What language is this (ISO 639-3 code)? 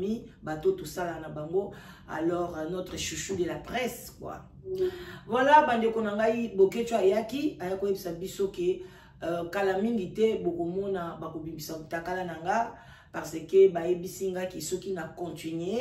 lin